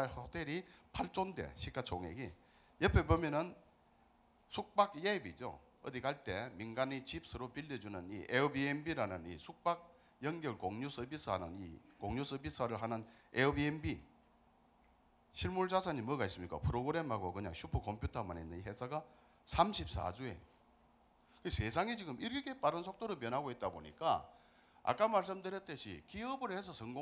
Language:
Korean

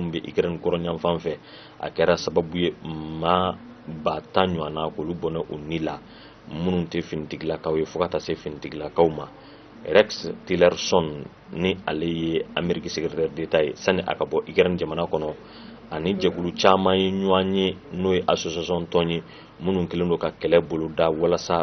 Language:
Bambara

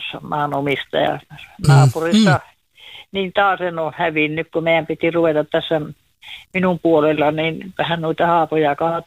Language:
Finnish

